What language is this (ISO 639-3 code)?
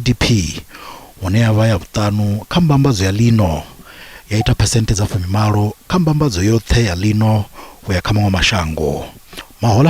ven